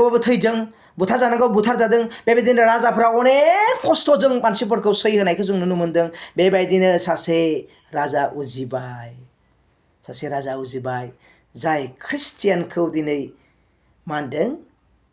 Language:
Bodo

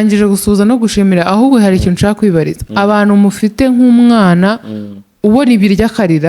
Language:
Kinyarwanda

